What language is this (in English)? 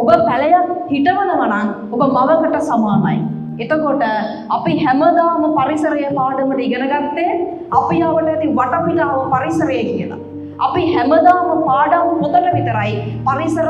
Sinhala